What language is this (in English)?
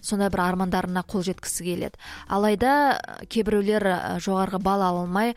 Kazakh